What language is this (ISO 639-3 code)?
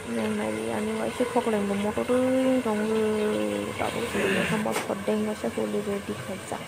trp